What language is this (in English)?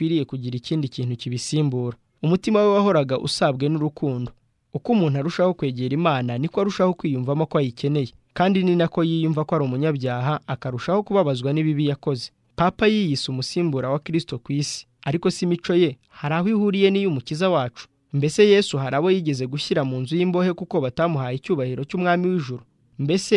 Kinyarwanda